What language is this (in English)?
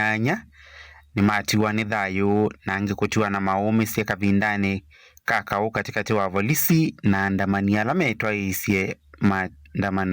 Kamba